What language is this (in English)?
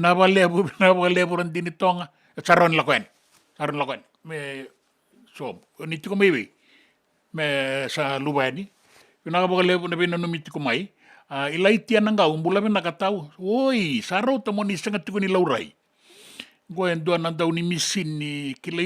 Fijian